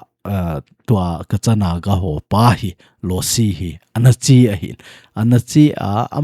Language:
Thado Chin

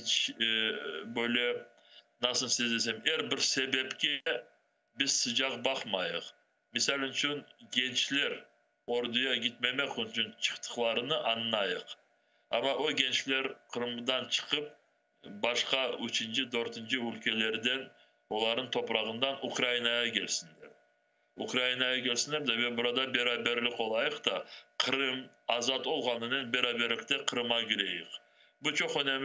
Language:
Crimean Tatar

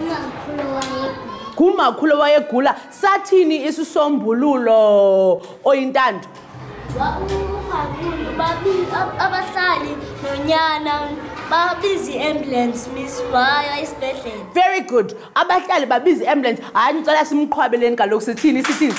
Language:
Xhosa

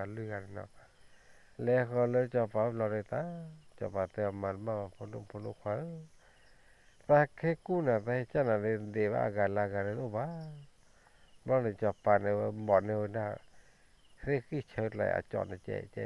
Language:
S'gaw Karen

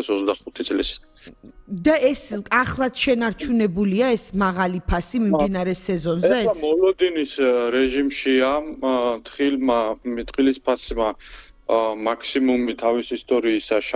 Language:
Georgian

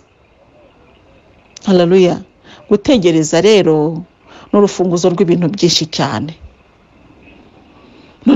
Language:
Kinyarwanda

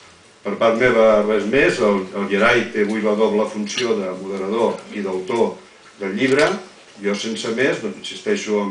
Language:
Catalan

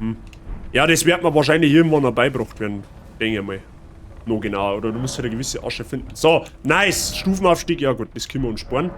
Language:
Bavarian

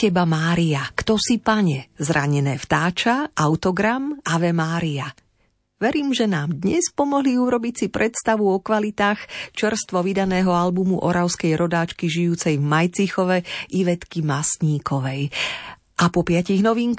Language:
Slovak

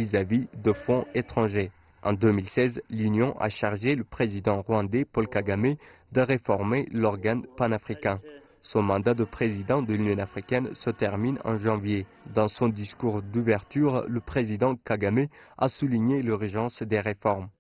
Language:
French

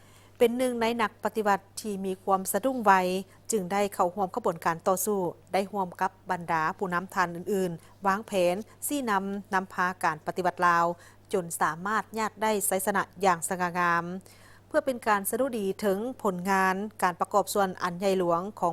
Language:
Lao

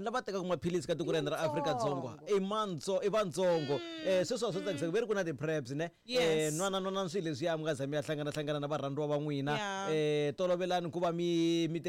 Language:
Tsonga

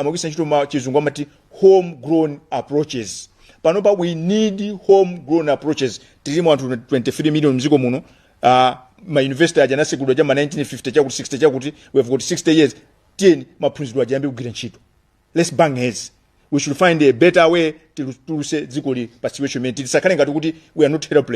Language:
Nyanja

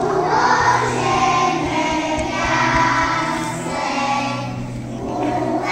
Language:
Slovak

